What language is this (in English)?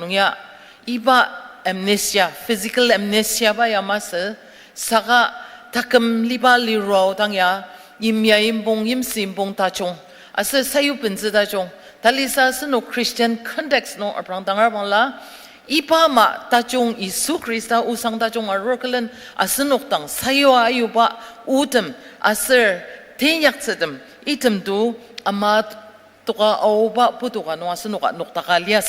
Ao Naga